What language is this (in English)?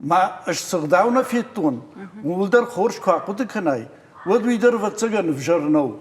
Ossetic